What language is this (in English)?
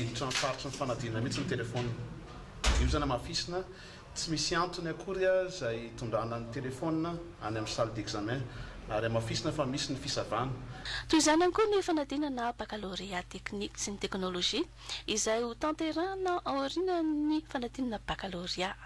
Malagasy